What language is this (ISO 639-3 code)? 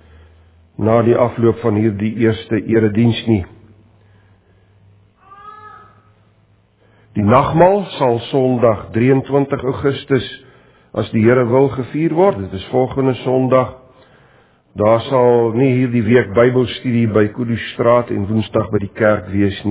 afr